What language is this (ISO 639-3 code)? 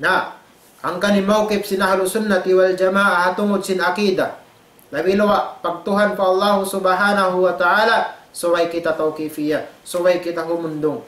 tsg